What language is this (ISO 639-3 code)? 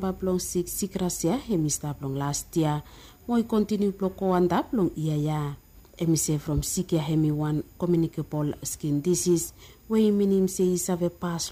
bis